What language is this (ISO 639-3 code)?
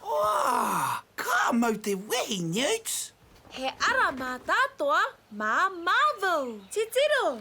mri